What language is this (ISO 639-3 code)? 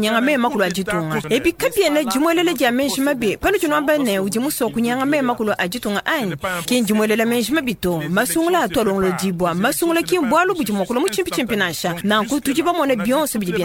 lua